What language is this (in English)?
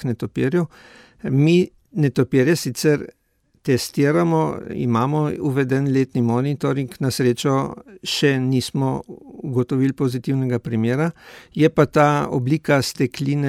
Slovenian